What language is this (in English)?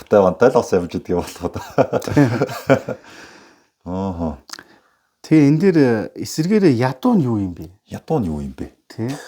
Mongolian